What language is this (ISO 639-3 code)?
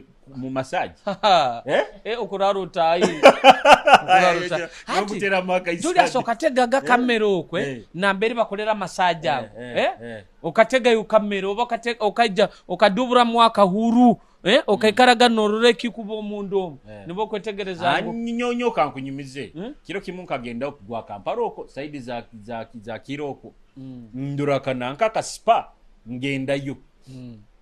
nyo